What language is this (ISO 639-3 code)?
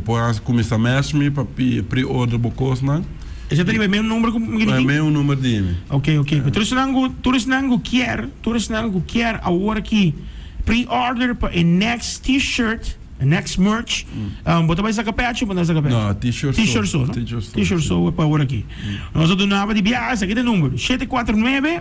pap